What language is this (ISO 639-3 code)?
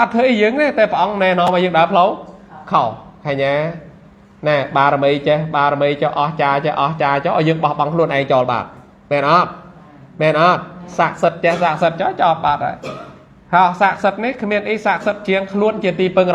khm